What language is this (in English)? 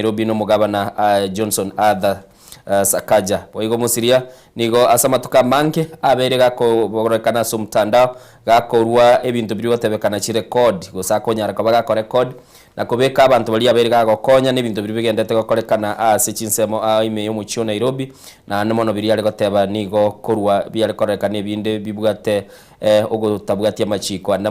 Gusii